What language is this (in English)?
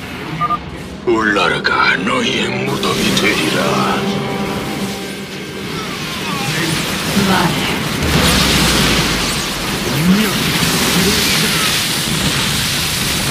Korean